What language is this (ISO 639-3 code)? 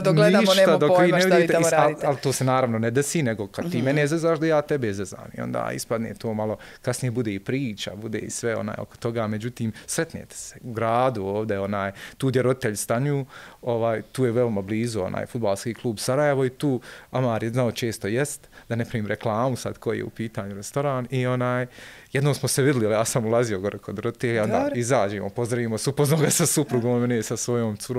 bos